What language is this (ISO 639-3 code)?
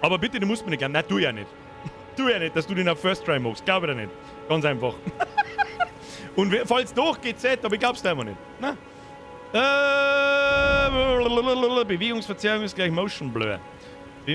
bar